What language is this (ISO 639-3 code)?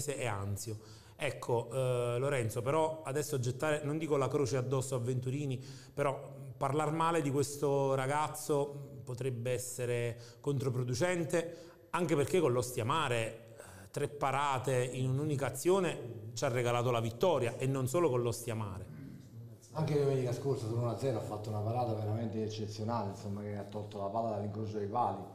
ita